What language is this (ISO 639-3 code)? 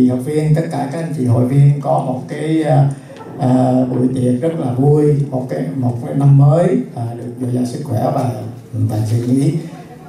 vie